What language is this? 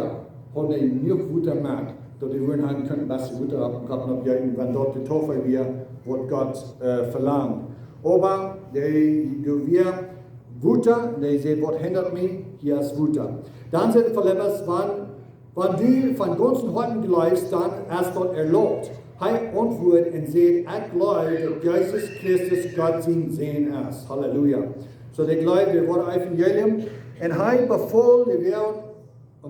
Plautdietsch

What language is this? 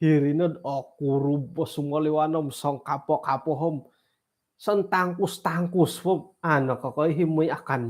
Central Dusun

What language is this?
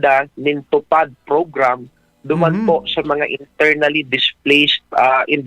Bikol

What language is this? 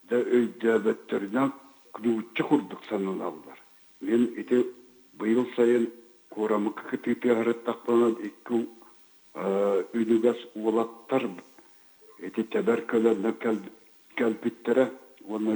Yakut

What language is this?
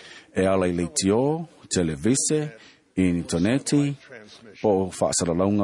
Samoan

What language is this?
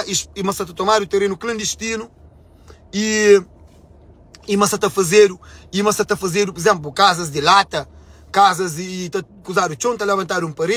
Kabuverdianu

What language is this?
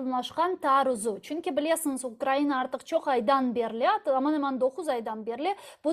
Crimean Tatar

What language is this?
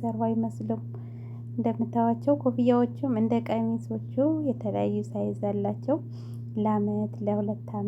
Amharic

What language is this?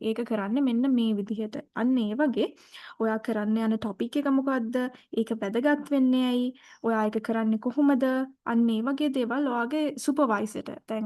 Sinhala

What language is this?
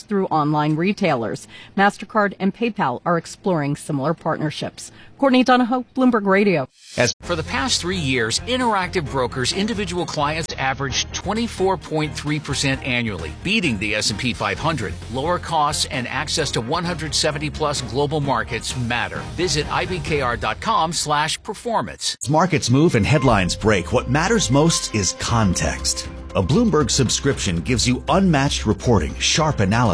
English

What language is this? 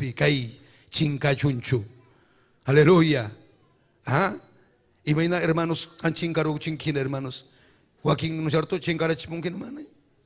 Ayacucho Quechua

